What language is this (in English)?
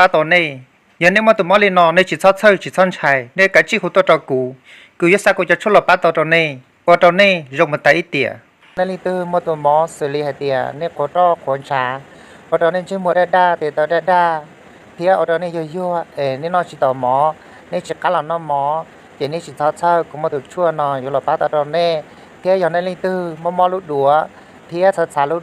Hmong